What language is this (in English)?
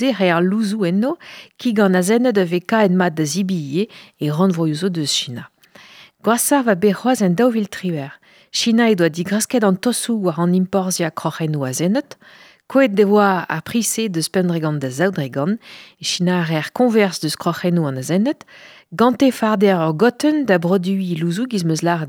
Breton